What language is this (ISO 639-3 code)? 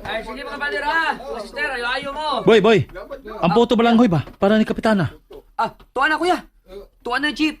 ceb